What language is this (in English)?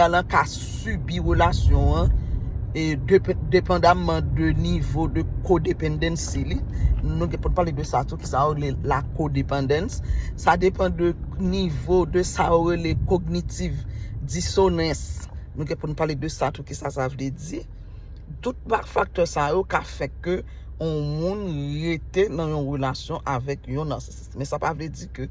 Haitian Creole